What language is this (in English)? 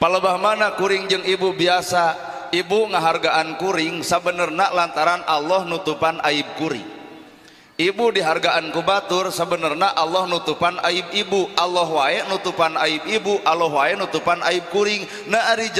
Sundanese